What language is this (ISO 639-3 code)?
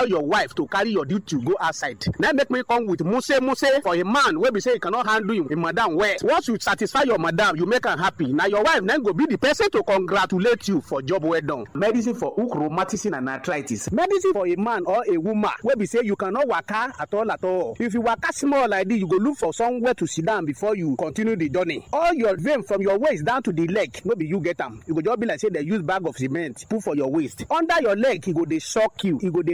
pcm